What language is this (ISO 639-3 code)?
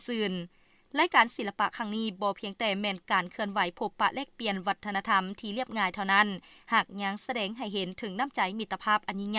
lao